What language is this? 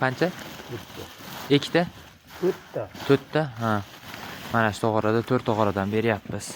Uzbek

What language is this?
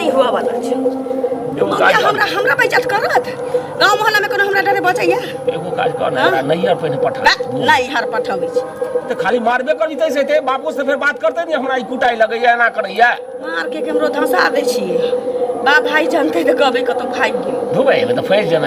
Maithili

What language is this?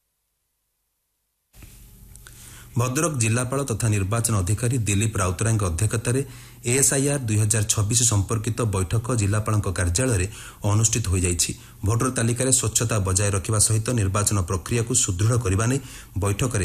Odia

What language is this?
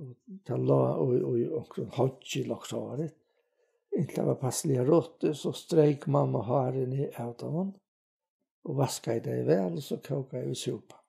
Faroese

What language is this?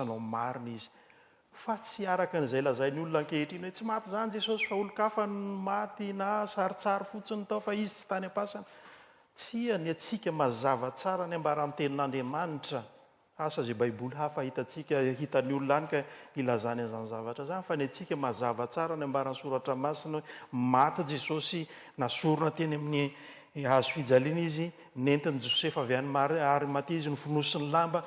Malagasy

